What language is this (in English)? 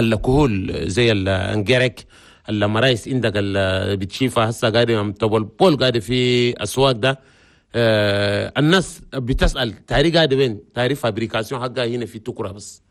Chadian Arabic